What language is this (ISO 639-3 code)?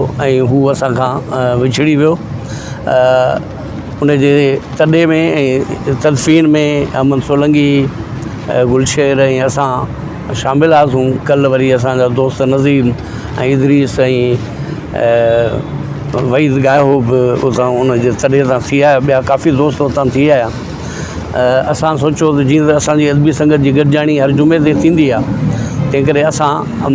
snd